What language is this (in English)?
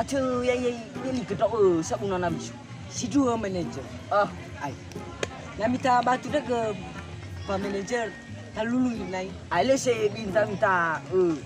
Nias